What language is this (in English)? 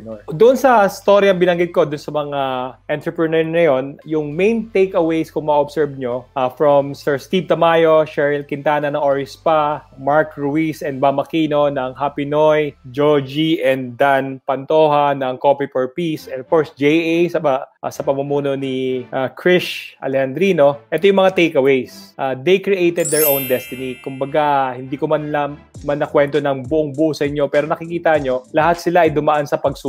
Filipino